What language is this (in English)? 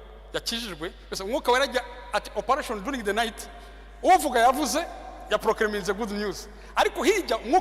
Kinyarwanda